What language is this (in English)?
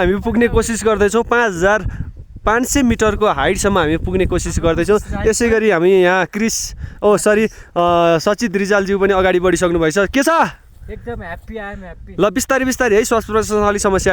Nepali